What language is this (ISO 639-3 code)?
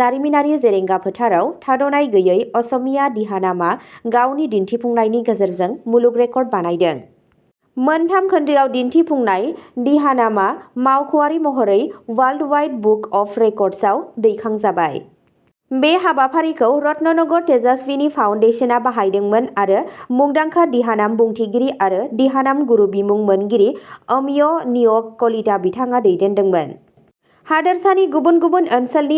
brx